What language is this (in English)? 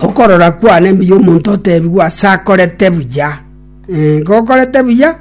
Gusii